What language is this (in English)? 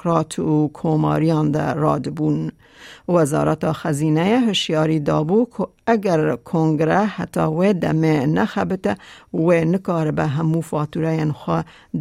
Kurdish